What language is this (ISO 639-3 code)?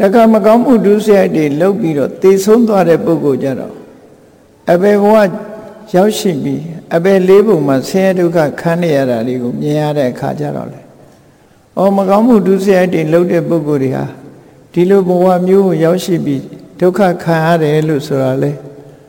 mya